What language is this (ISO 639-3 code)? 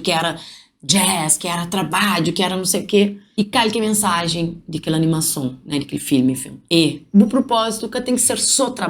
kea